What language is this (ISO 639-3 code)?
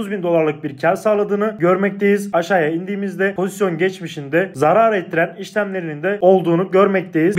tur